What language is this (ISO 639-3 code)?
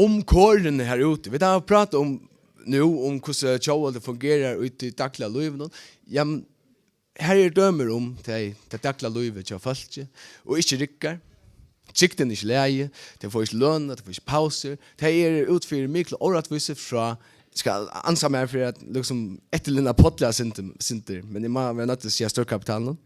fao